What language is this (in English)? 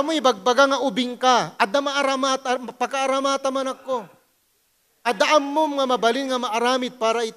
Iloko